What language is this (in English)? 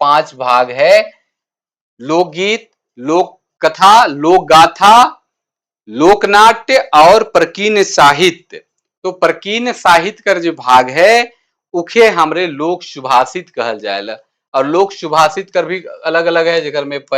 Sadri